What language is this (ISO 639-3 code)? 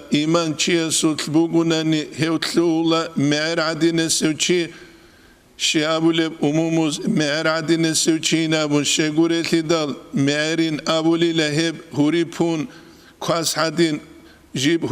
ava